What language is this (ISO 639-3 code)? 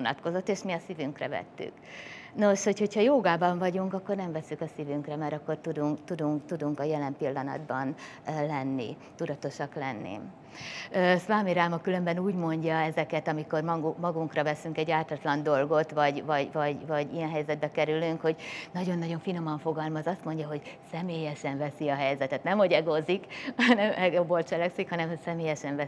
hun